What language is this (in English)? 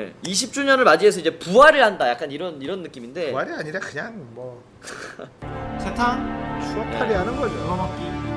Korean